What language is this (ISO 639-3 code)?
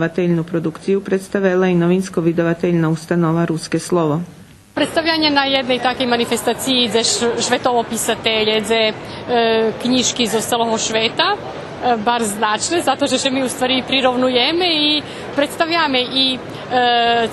rue